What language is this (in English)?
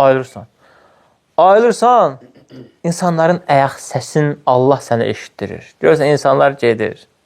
Azerbaijani